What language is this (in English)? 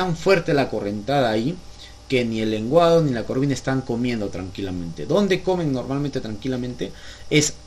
Spanish